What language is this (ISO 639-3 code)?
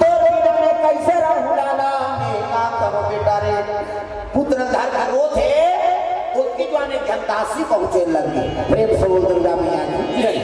hne